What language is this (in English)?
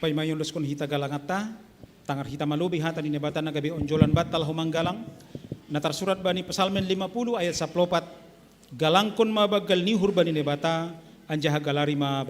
Batak Simalungun